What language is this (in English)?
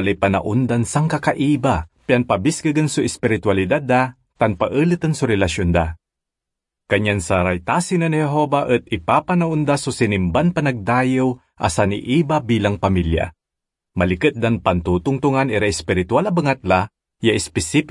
Pangasinan